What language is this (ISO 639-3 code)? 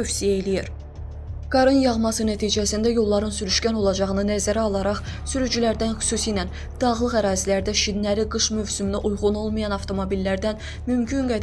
aze